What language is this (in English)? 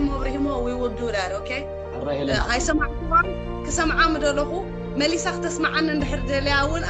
Tigrinya